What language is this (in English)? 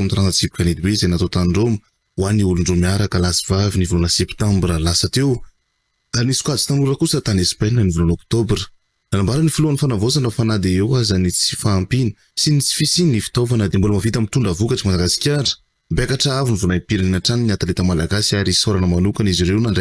Malagasy